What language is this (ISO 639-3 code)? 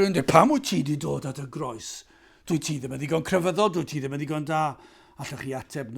cym